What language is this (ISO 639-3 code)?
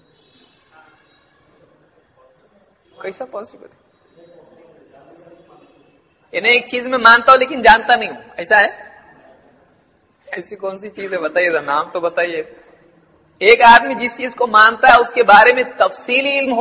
urd